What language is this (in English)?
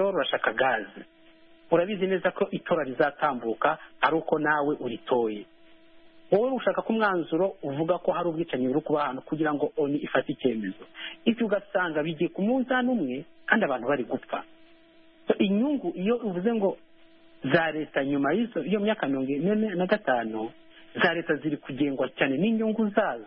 Kinyarwanda